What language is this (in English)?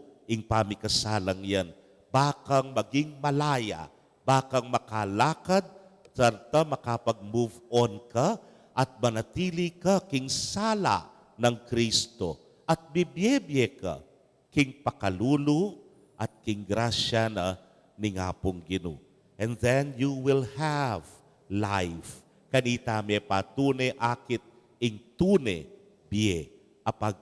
Pampanga